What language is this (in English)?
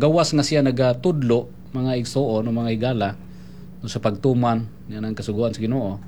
Cebuano